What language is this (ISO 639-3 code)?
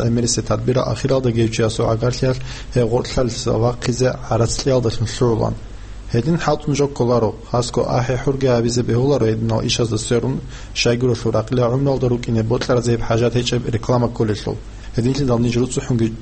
ava